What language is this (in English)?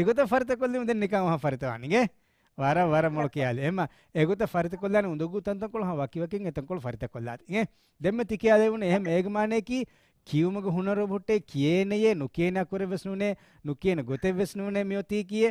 Divehi